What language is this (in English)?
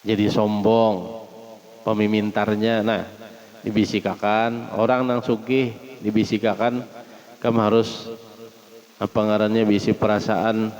Banjar